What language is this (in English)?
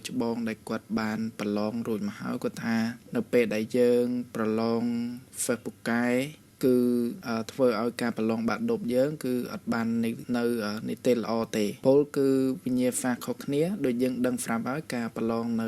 Khmer